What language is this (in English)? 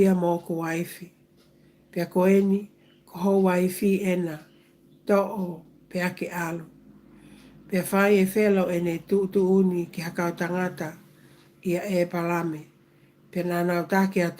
Tongan